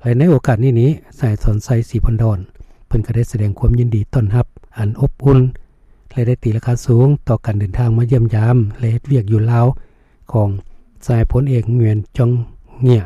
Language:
Lao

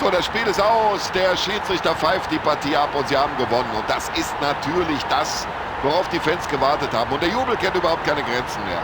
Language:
Bavarian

